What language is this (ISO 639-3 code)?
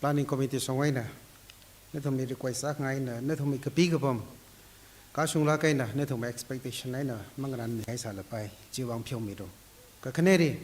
nmf